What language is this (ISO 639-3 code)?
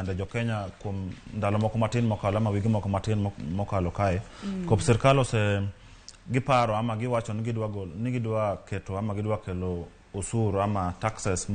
luo